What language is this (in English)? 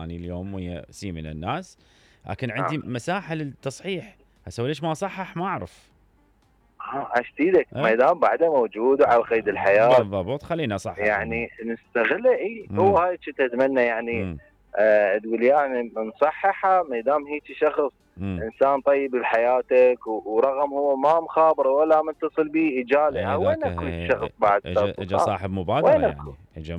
Mesopotamian Arabic